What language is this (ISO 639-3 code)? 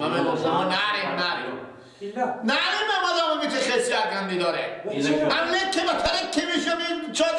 fas